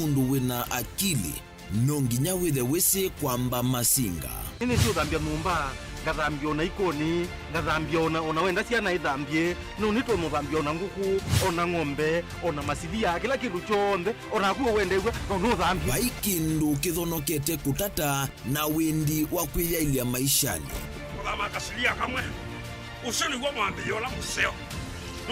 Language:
Kamba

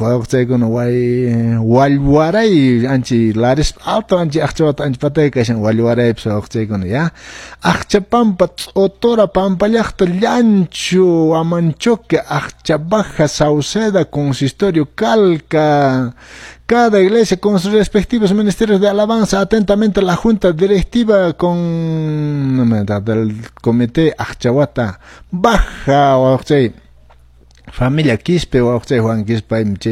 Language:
Quechua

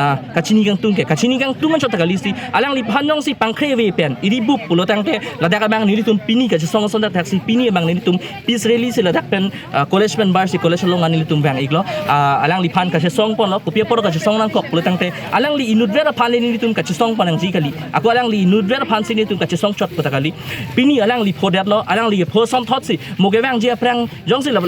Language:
Karbi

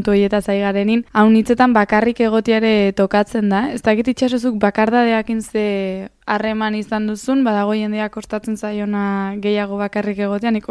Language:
Basque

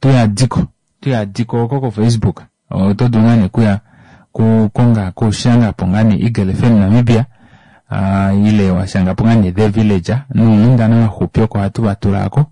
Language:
Kuanyama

